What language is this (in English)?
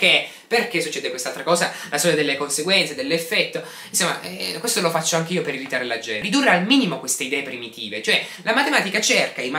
Italian